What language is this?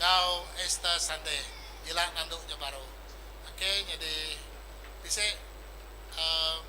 Iban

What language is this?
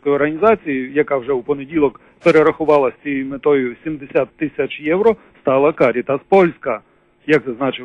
Ukrainian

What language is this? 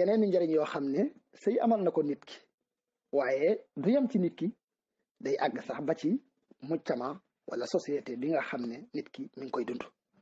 Wolof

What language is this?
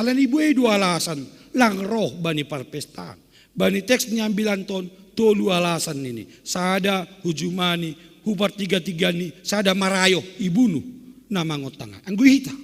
Batak Simalungun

